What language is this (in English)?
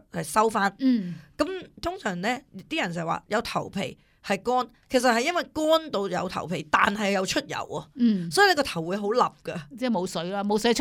Cantonese